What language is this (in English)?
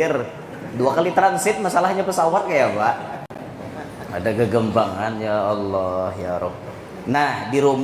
Banjar